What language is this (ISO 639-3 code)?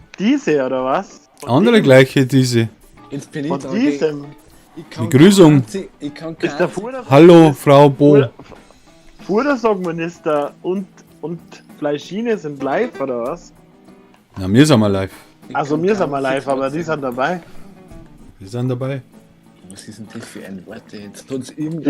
bar